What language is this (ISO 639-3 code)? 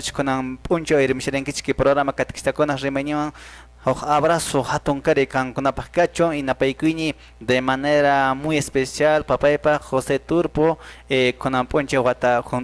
que